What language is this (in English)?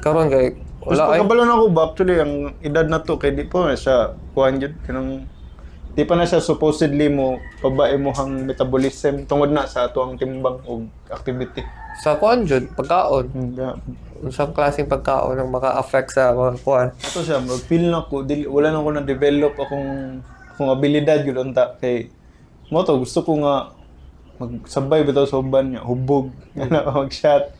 Cebuano